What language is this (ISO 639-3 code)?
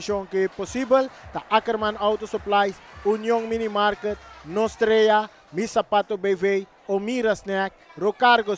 pap